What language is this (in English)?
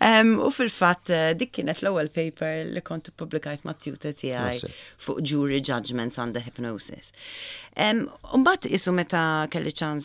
Maltese